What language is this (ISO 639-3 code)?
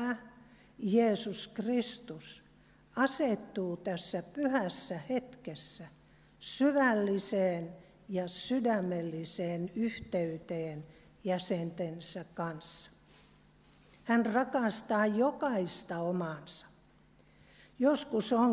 fin